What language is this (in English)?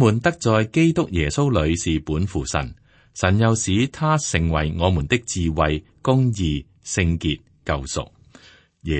Cantonese